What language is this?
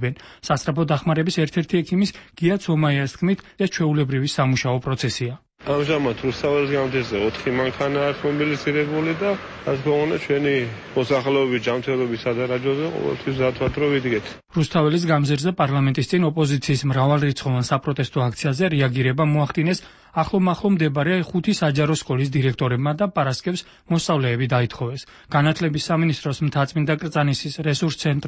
Georgian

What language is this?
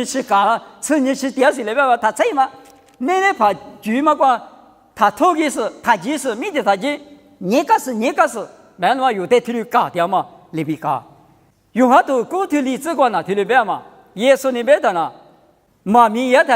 Lisu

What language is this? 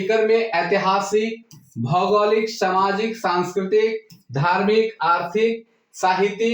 Sadri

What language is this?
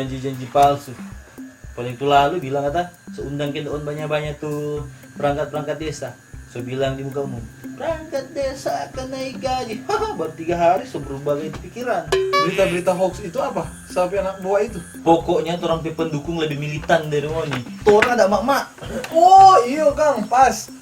Manado Malay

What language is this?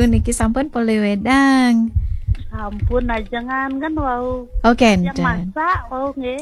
Balinese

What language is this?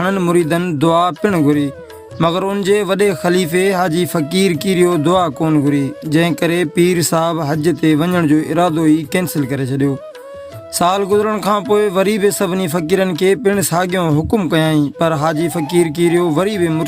Sindhi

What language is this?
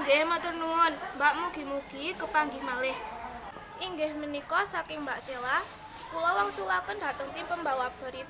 Javanese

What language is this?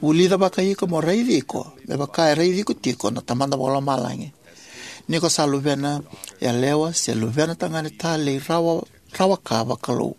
Fijian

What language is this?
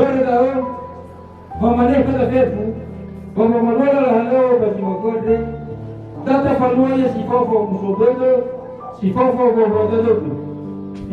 Nias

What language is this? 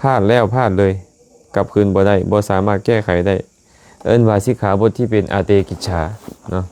Lao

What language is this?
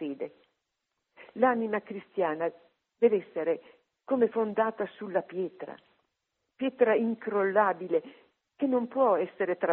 Italian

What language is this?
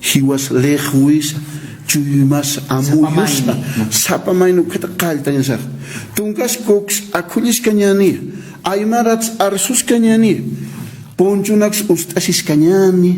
Aymara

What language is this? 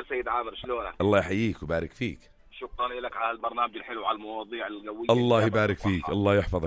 North Levantine Arabic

